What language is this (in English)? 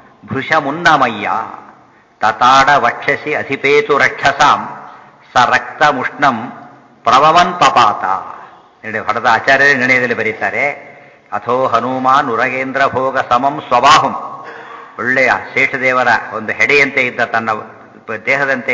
Kannada